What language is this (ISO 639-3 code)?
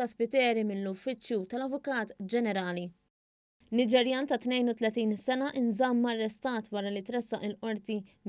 mlt